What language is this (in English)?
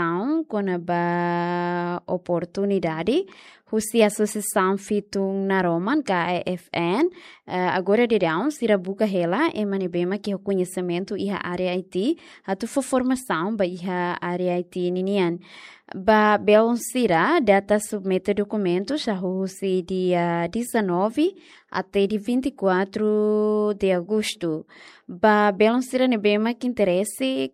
Tetum